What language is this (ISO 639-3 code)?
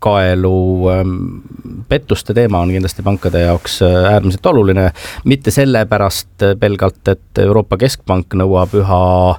est